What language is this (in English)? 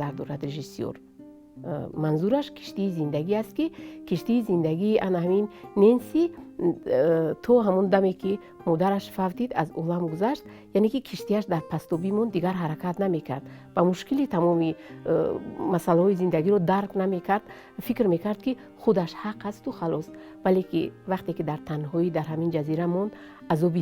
Tajik